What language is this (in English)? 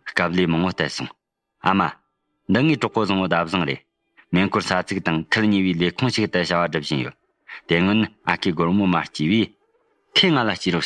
Tibetan